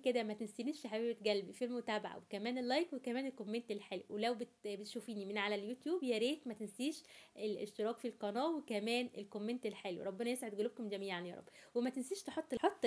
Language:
Egyptian Arabic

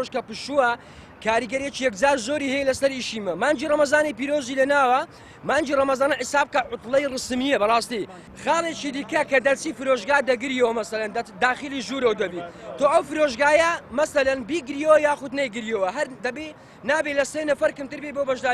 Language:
Central Kurdish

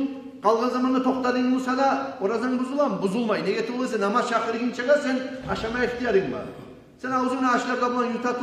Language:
Kumyk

